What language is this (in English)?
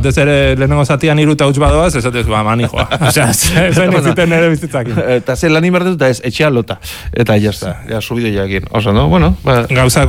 Basque